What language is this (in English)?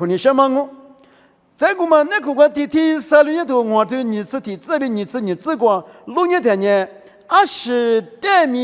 Lisu